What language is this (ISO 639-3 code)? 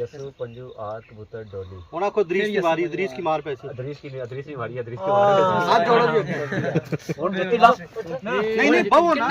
phr